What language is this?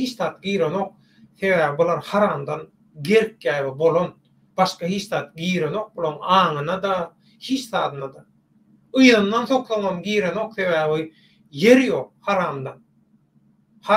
Turkmen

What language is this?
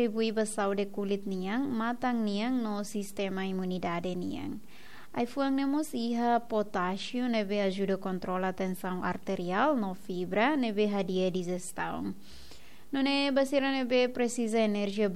Tetum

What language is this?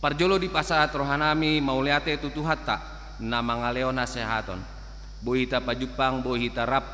Batak Toba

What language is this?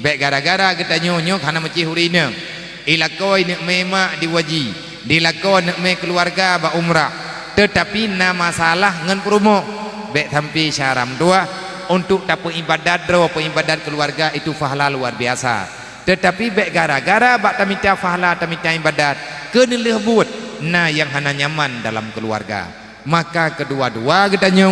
Achinese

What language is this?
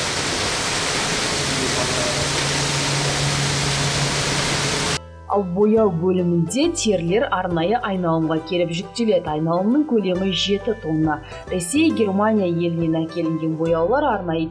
Kazakh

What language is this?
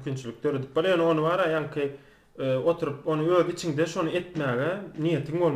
Turkmen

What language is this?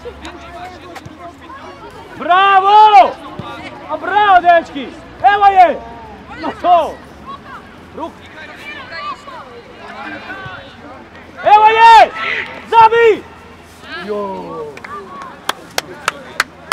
Croatian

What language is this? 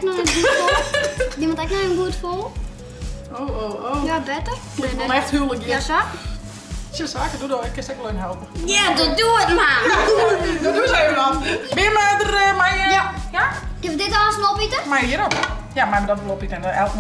Western Frisian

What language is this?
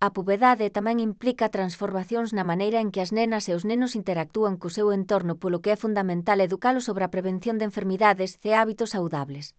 Galician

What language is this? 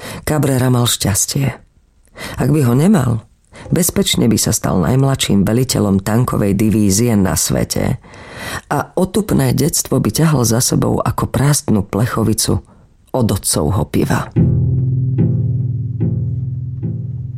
Slovak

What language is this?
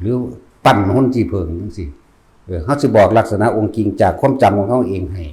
Lao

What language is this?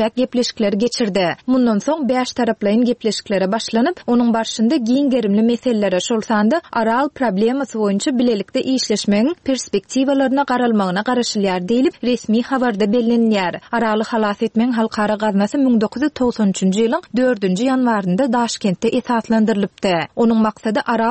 Turkmen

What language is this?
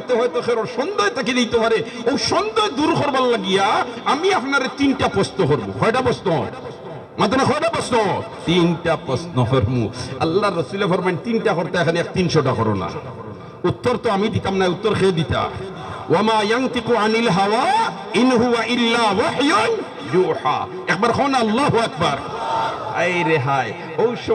Sylheti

